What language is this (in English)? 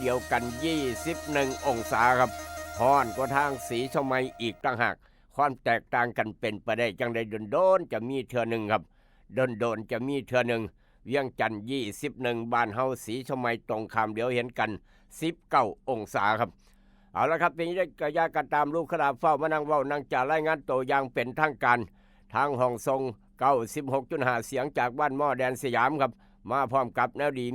Northeastern Thai